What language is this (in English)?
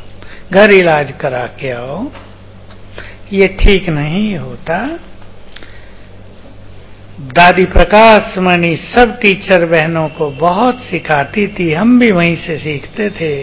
Hindi